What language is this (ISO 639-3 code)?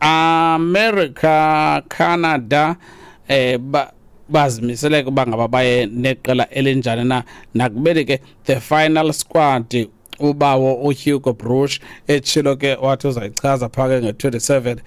xho